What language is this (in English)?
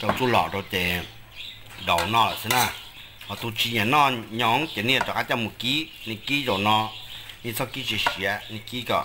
Hmong